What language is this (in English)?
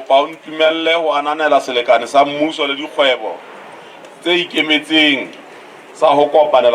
Southern Sotho